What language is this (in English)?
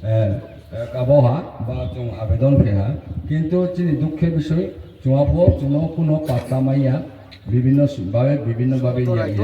Riang (India)